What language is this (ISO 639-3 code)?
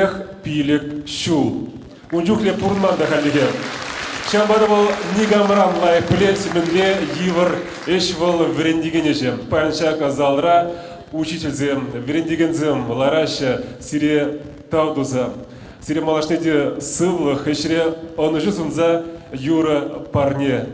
chv